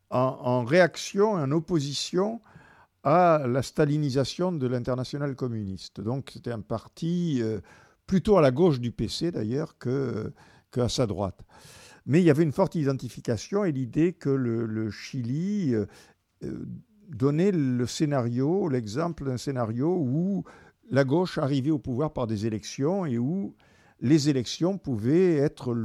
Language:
French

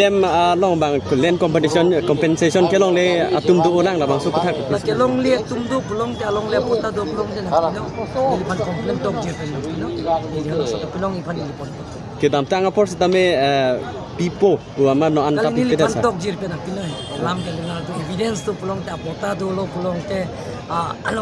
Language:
Karbi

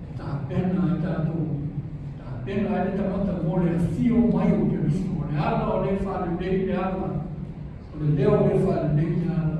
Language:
Samoan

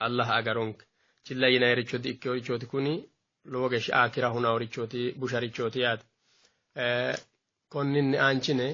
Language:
Sidamo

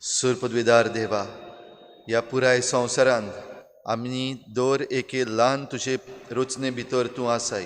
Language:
Konkani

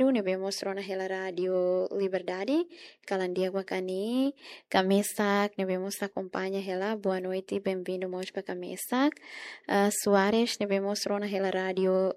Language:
Tetum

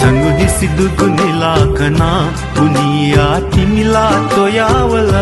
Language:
Newari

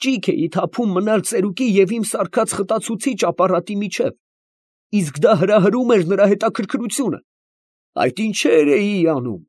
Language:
Armenian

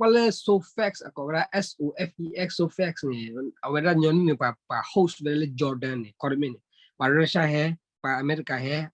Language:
S'gaw Karen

